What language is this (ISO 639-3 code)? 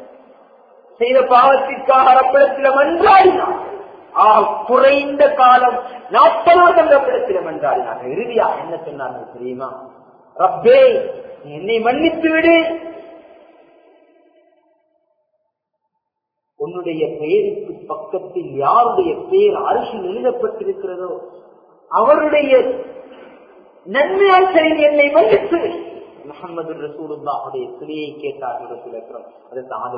tam